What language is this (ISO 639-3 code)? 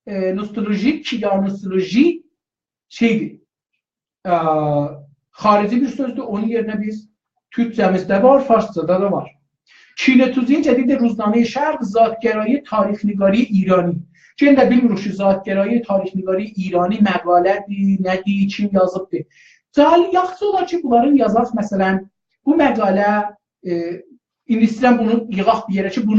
azb